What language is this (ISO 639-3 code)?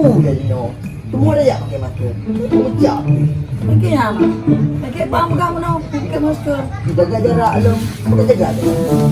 ace